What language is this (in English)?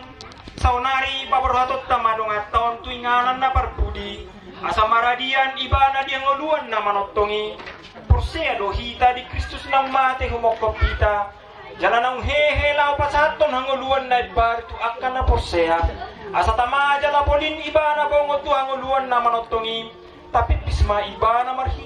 Batak Toba